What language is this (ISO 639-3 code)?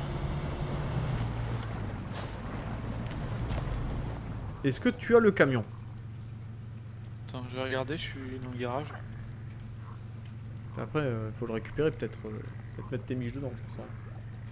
fra